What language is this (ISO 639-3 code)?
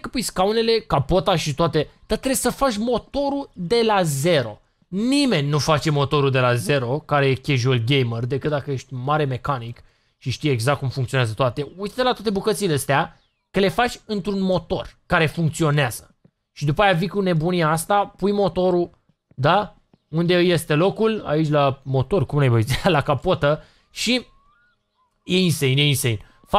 ron